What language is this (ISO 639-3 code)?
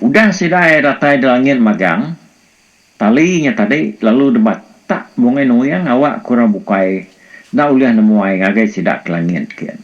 iba